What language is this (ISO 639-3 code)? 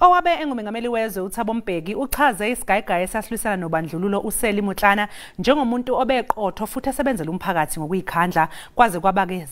zul